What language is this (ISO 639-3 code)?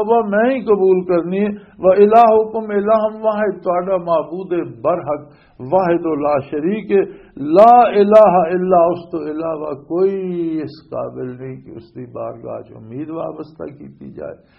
lah